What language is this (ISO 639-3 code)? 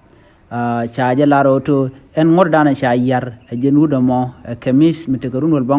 nus